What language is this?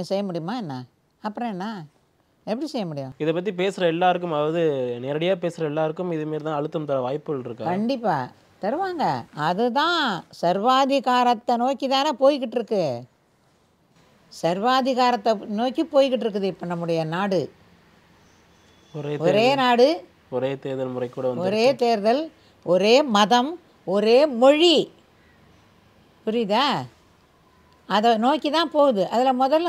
Tamil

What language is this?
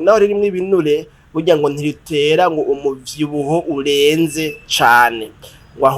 Rundi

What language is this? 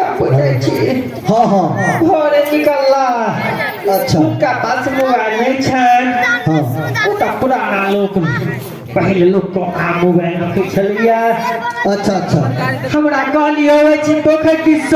Maithili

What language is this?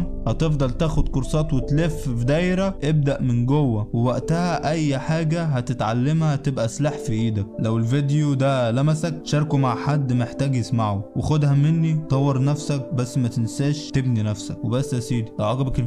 Egyptian Arabic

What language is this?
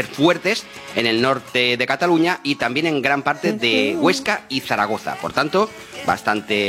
Spanish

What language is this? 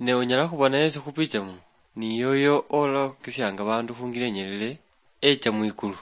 Luyia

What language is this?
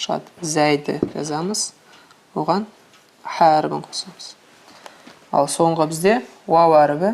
Kazakh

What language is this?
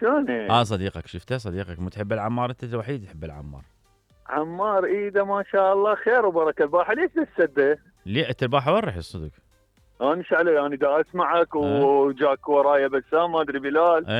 Mesopotamian Arabic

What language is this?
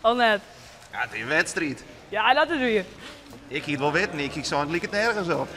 Western Frisian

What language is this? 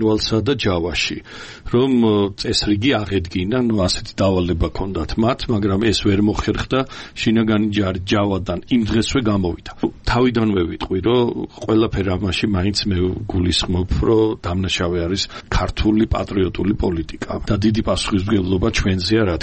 Georgian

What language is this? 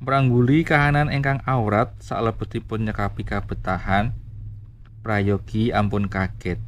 Javanese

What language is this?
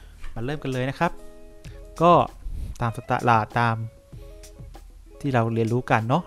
Thai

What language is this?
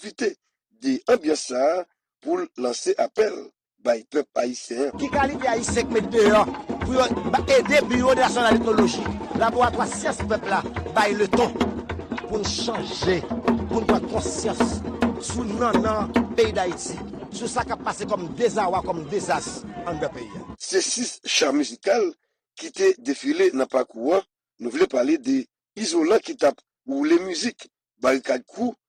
Haitian Creole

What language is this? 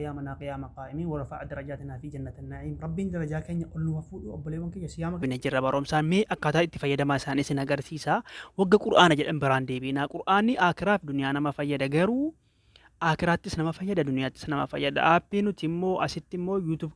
Oromo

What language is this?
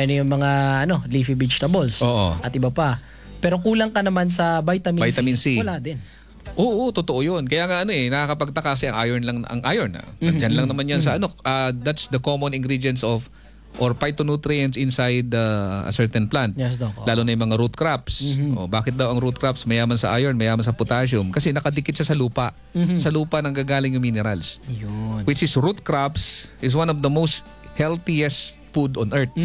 Filipino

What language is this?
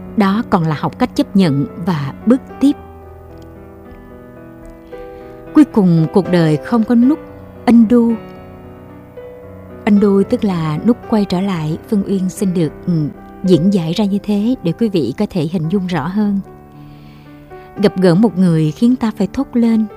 Vietnamese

